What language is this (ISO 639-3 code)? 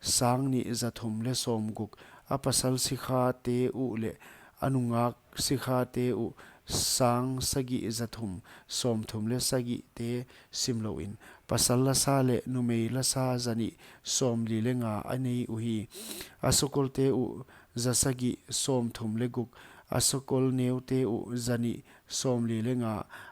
pck